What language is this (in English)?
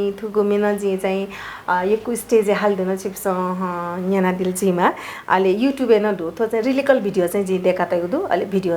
Newari